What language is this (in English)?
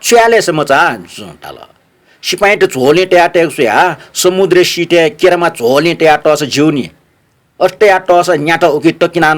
Newari